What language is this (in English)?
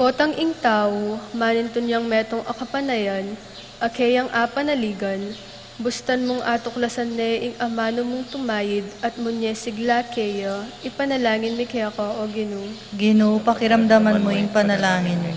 Pampanga